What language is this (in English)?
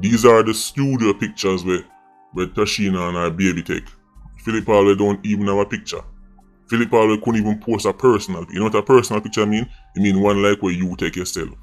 Jamaican Creole English